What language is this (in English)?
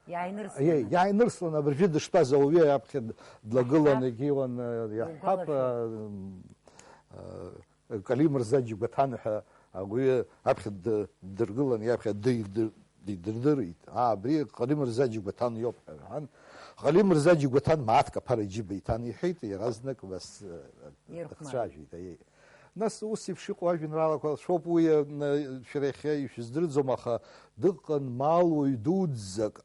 Abkhazian